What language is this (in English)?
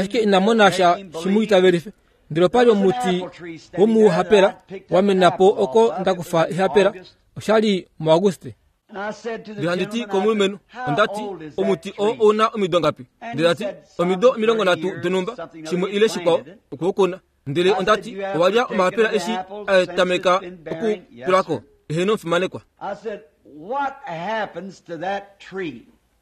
Kuanyama